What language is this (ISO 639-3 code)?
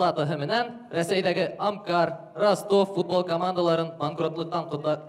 bak